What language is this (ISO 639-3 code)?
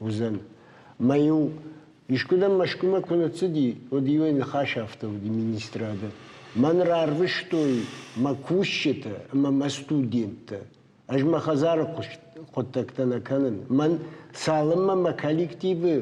oss